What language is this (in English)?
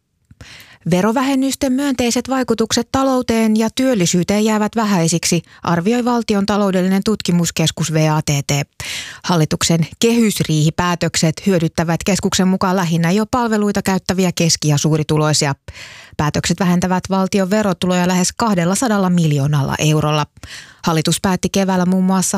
Finnish